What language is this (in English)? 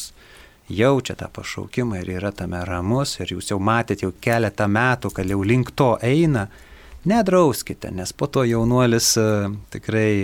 Lithuanian